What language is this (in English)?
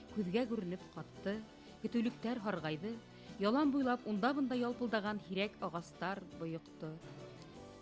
Bashkir